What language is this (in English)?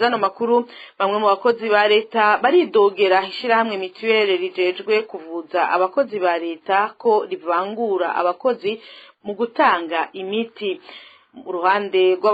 Rundi